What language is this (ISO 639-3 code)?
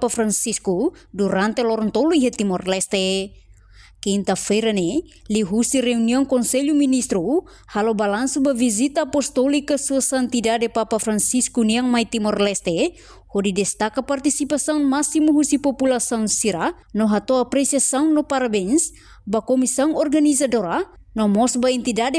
tet